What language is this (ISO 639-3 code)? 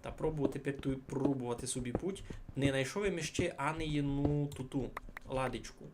rue